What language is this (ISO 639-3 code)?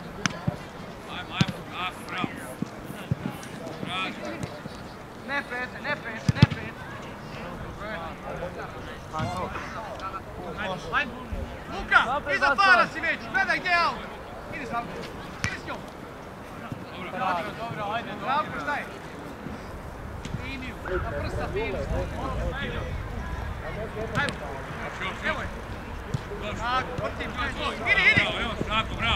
hrv